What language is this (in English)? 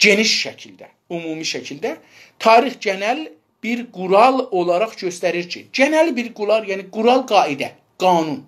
South Azerbaijani